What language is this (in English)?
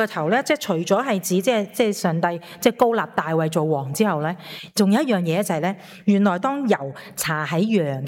Cantonese